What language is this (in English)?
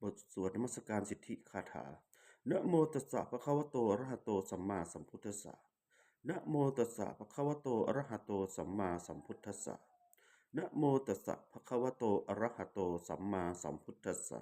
Pali